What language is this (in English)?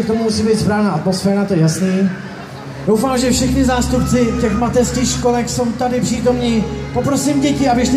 Czech